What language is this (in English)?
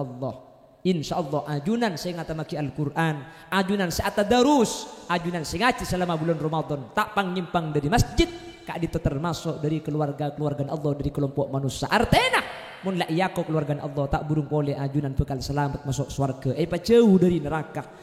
Madurese